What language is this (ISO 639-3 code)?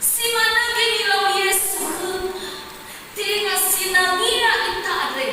nia